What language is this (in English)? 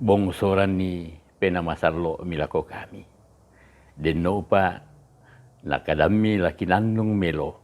Toraja-Sa'dan